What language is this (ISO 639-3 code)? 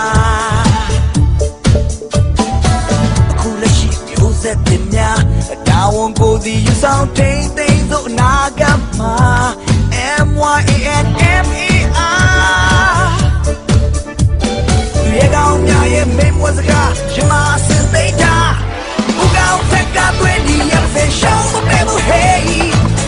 mya